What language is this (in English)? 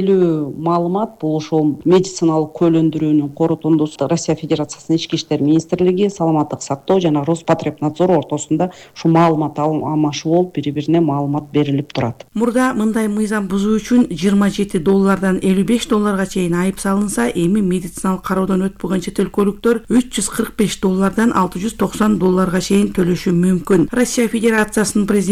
Kyrgyz